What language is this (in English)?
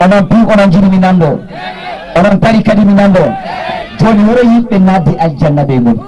Fula